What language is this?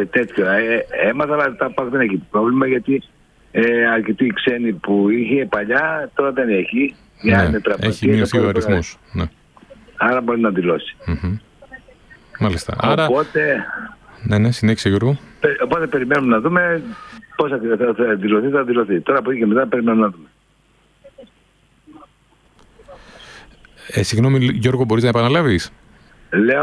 Greek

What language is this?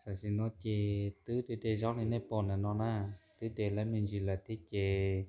Hmong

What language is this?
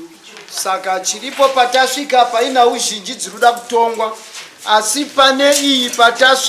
Shona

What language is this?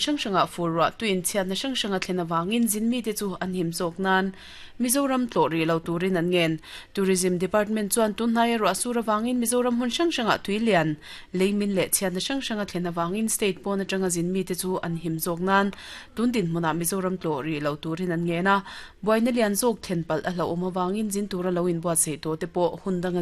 Mizo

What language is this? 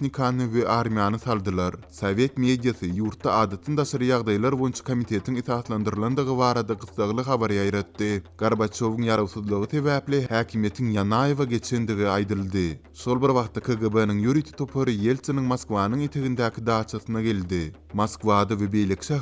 Turkmen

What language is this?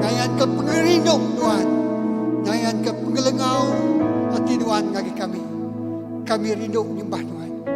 Iban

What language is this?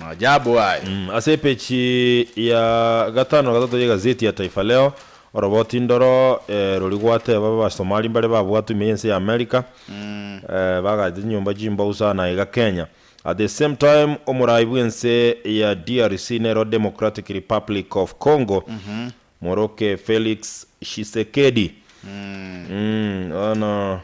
Gusii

